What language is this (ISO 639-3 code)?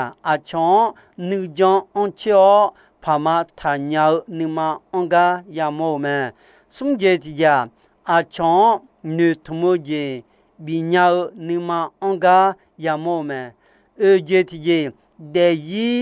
ahk